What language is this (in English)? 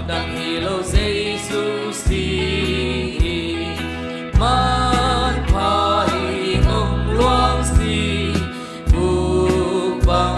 Tedim Chin